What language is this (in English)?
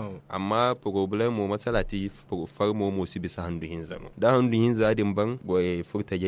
Zarma